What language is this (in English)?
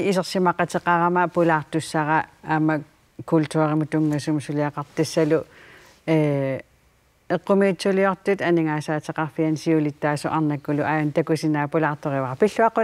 Kalaallisut